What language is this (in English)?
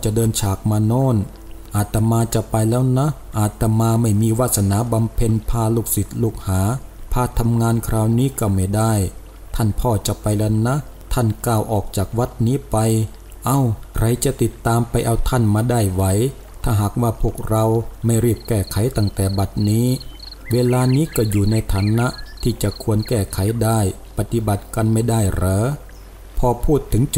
Thai